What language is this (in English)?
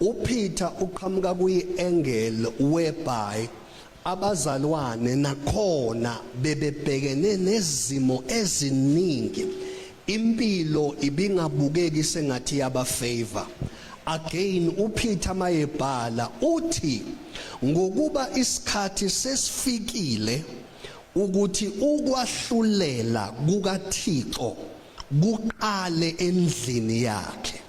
Zulu